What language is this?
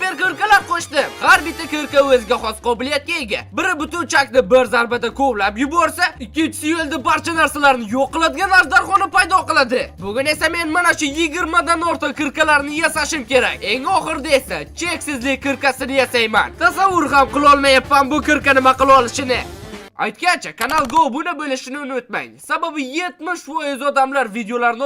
Uzbek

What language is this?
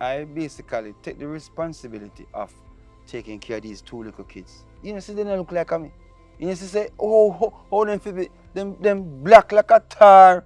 Jamaican Creole English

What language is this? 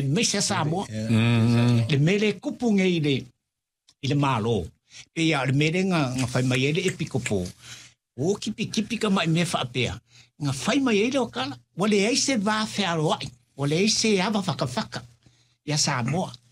Samoan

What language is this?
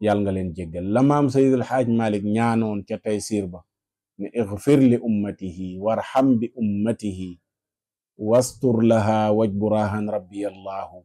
Wolof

